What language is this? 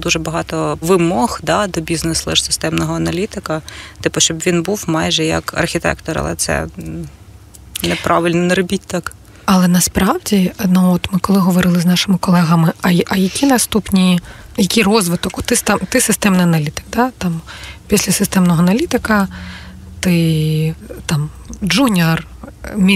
Ukrainian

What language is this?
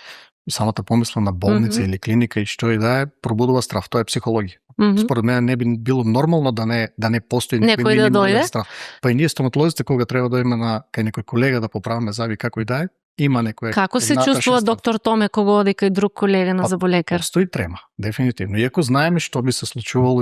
Macedonian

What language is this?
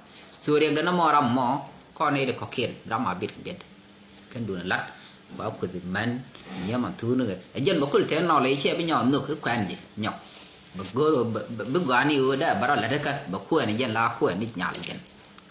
Nuer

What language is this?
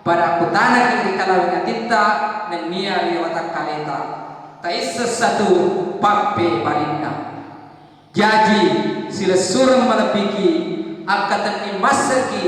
Buginese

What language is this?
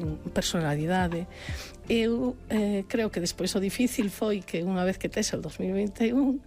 Galician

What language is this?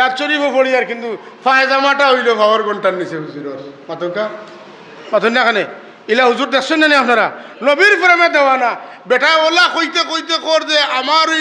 Sylheti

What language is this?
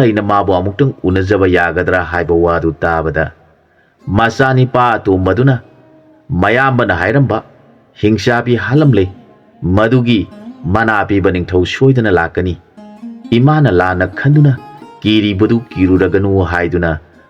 Manipuri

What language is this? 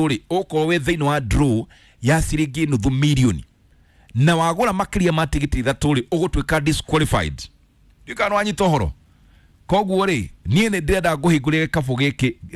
Kikuyu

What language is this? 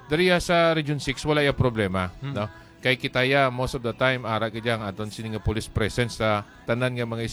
Hiligaynon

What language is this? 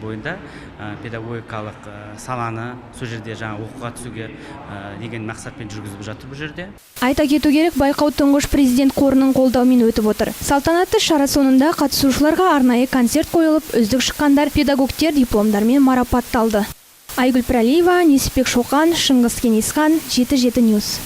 Kazakh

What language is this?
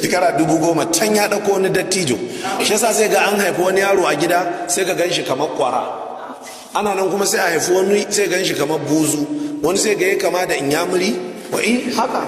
Hausa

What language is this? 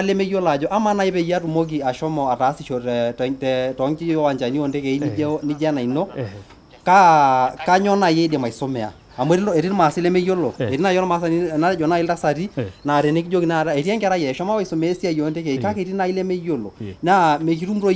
Masai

